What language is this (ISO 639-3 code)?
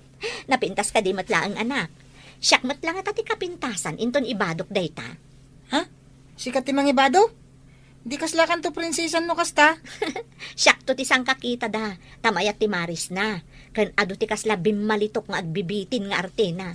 ilo